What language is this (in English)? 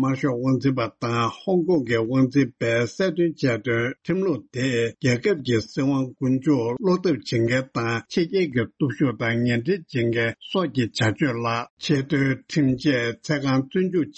Tibetan